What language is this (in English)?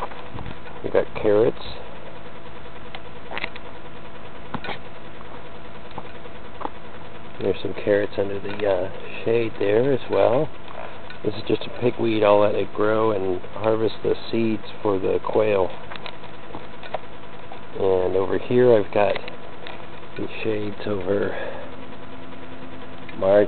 English